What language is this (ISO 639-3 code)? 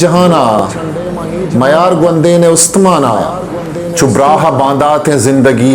bgp